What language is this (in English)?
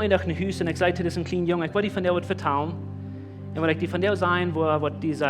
Plautdietsch